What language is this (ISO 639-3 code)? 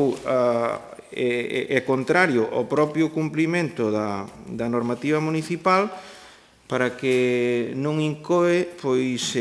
glg